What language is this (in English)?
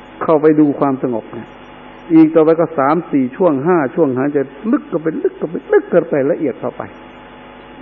Thai